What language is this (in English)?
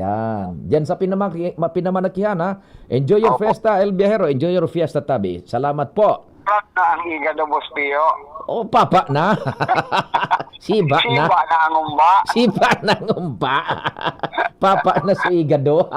Bikol